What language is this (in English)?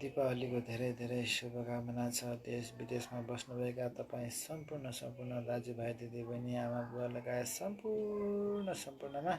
Nepali